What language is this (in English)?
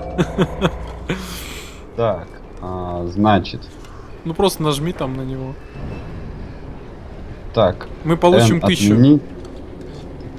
Russian